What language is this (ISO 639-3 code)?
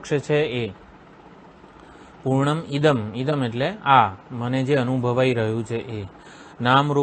guj